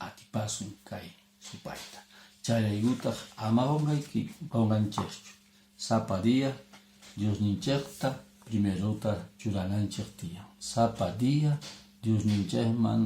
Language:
Quechua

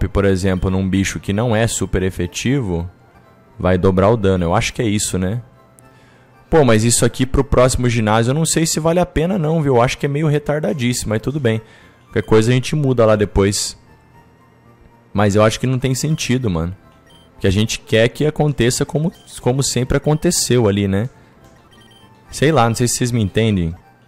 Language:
Portuguese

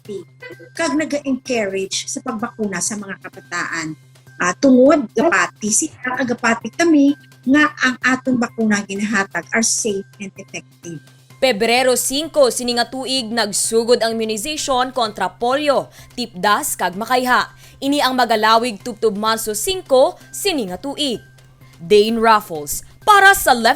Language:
Hiligaynon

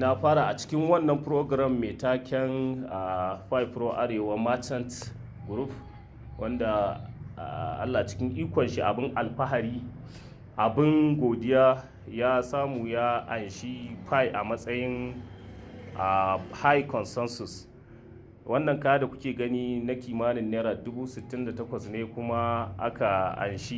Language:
Hausa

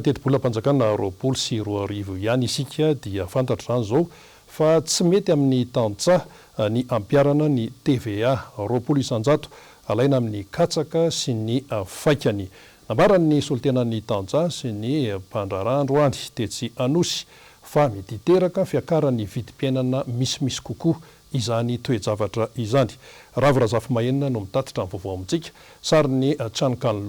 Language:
Malagasy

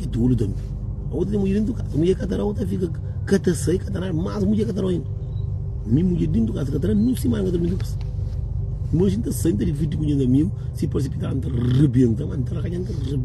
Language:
Kabuverdianu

